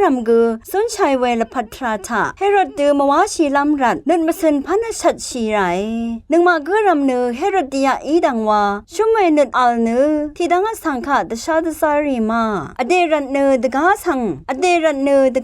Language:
Rawang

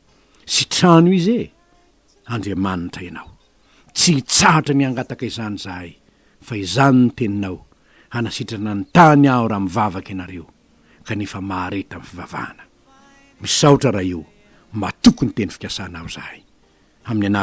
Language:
Malagasy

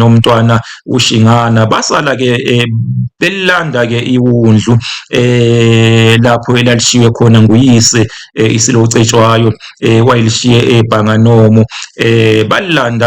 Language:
Zulu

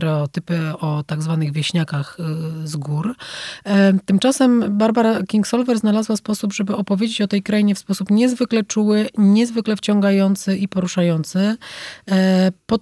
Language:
Polish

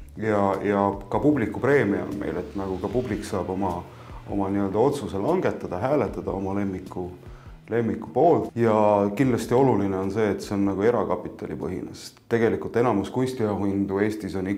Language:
Estonian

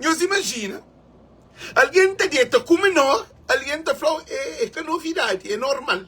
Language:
Kabuverdianu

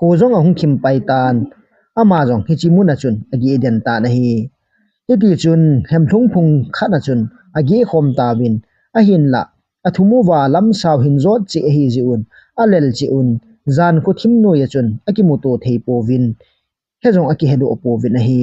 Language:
Thado Chin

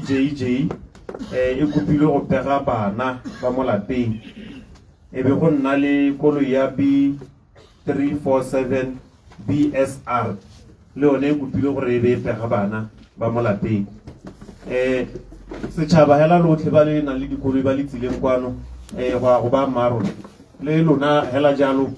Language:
Tswana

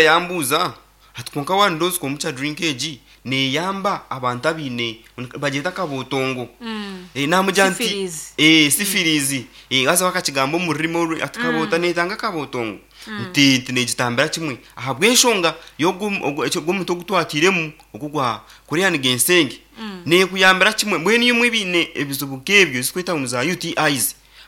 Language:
Nyankole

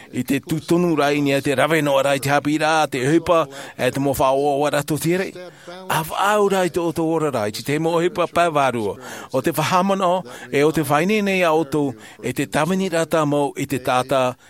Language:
Tahitian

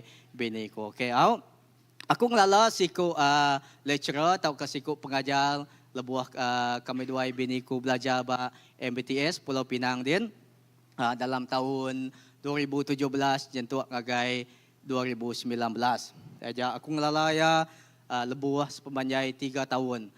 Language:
Iban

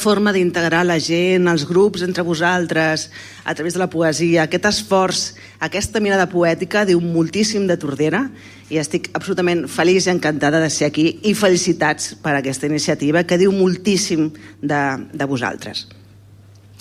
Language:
Catalan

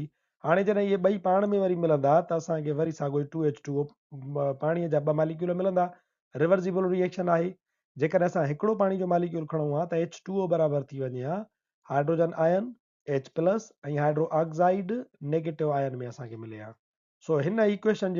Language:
Sindhi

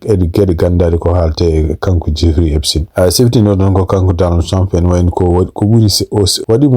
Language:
Fula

